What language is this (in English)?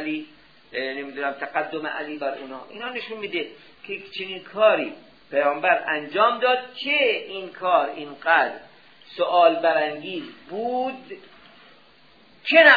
Persian